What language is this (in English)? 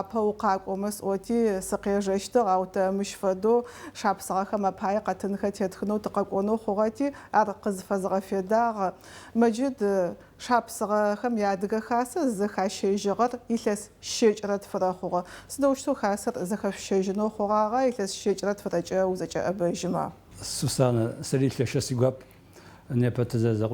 Adyghe